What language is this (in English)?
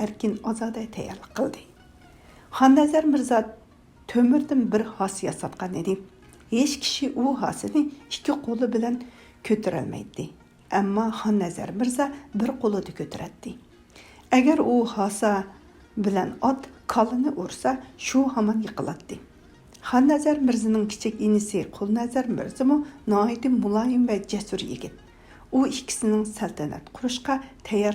Uyghur